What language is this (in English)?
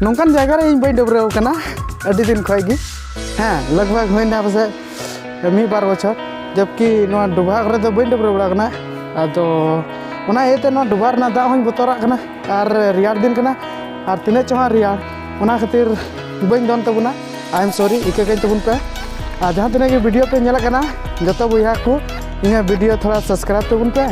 Santali